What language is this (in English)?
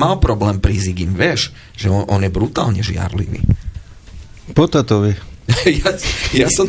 Slovak